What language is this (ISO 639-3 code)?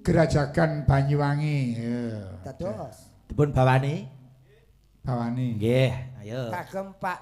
jav